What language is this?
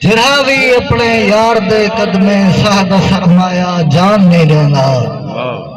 Saraiki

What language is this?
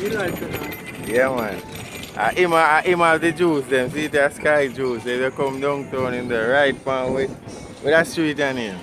Jamaican Creole English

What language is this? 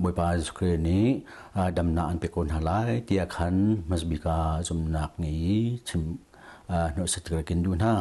Hakha Chin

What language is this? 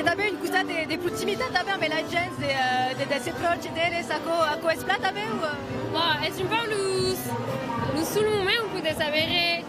Occitan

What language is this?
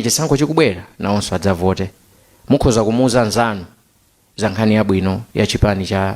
Nyanja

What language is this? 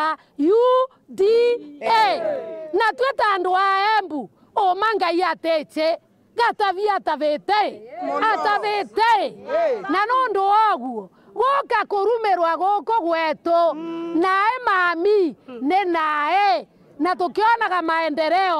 Meru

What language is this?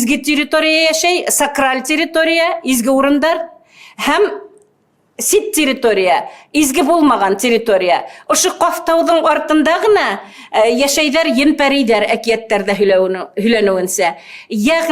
Bashkir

